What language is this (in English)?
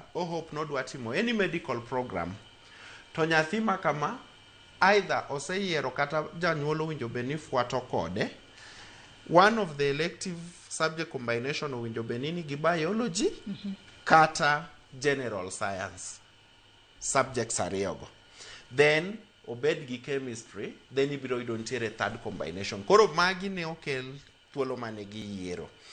Luo (Kenya and Tanzania)